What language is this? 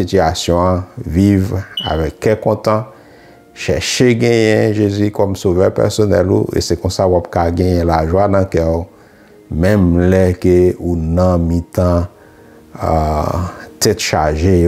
Haitian Creole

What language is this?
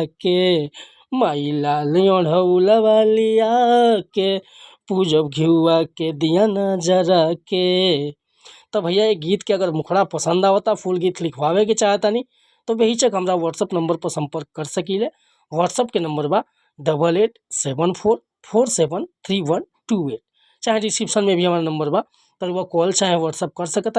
Bhojpuri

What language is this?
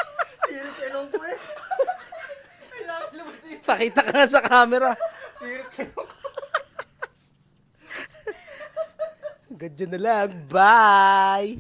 Filipino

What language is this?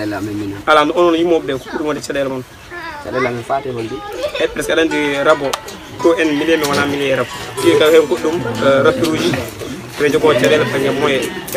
Pular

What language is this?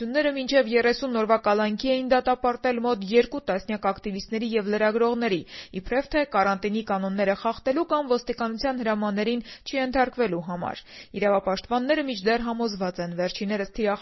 Armenian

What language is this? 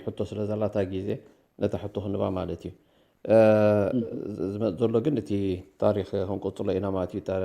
Tigrinya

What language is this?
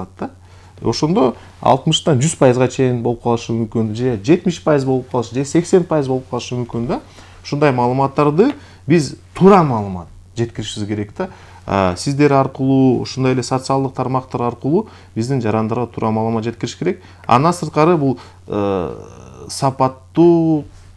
Kyrgyz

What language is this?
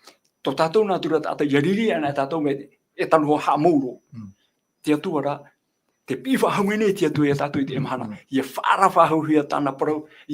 Tahitian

